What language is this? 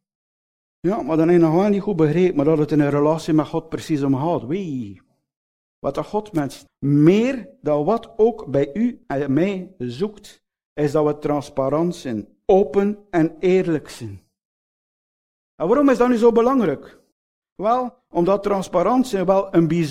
Dutch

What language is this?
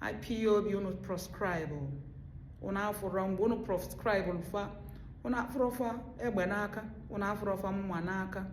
Igbo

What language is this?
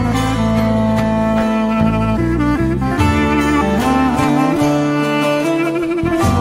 Turkish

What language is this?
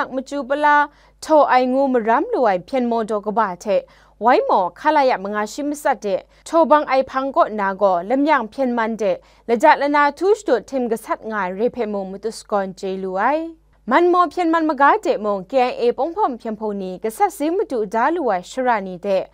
Kachin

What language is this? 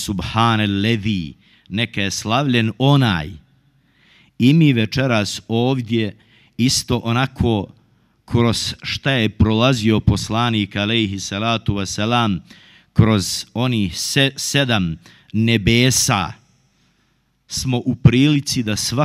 Bosnian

